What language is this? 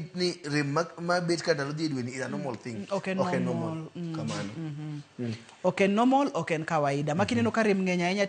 Luo (Kenya and Tanzania)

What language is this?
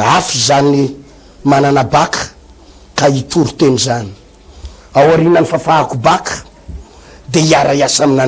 Malagasy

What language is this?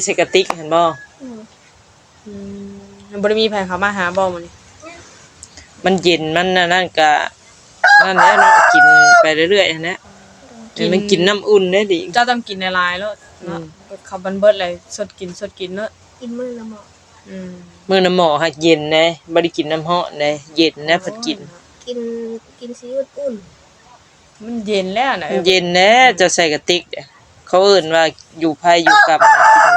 Northeastern Thai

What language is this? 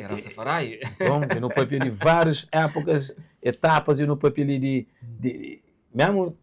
Kabuverdianu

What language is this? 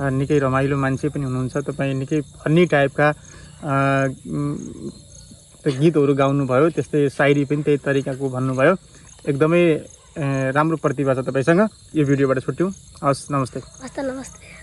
Nepali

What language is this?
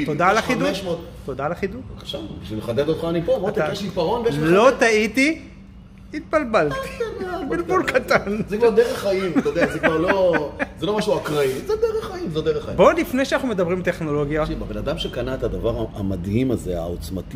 Hebrew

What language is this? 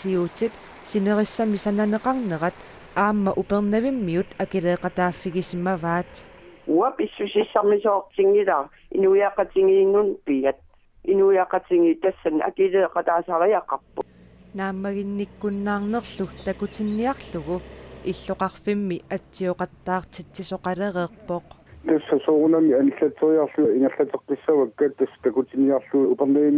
Kalaallisut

